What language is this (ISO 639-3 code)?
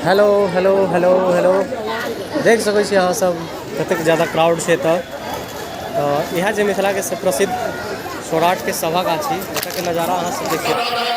mai